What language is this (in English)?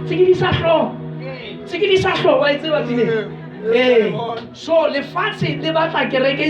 Southern Sotho